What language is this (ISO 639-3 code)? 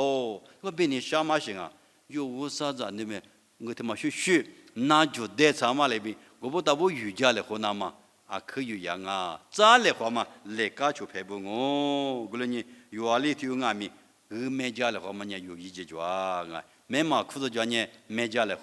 lis